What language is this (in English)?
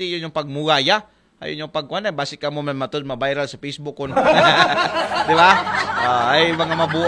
Aklanon